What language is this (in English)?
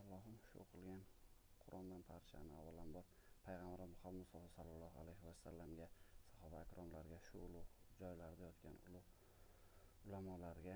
Uzbek